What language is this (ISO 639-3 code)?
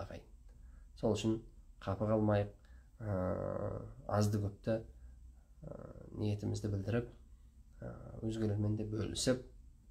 kaz